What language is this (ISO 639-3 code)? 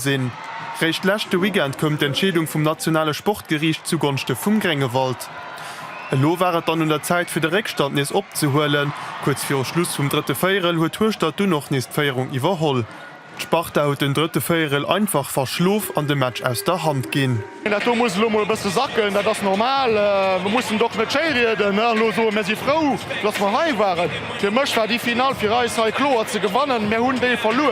ltz